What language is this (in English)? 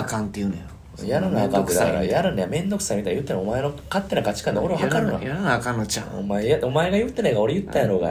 Japanese